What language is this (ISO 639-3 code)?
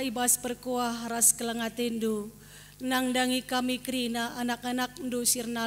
btx